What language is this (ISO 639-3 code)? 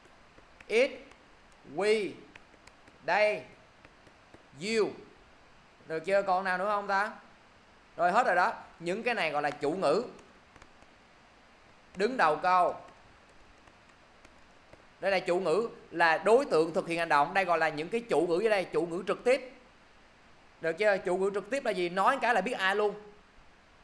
vie